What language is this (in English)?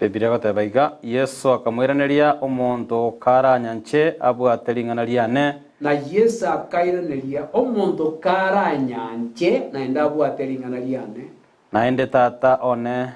Gusii